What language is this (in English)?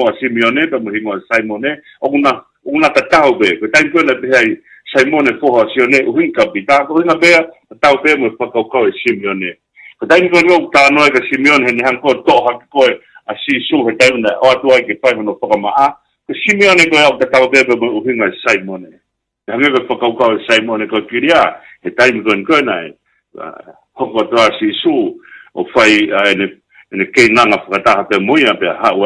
Tongan